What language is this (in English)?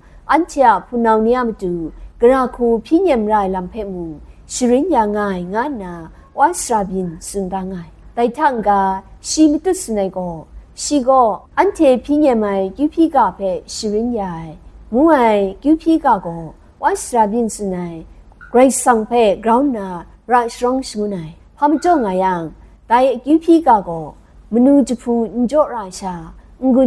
Kachin